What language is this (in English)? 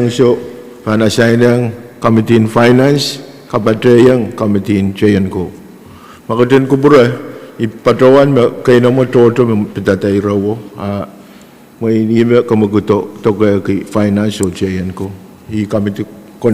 Pohnpeian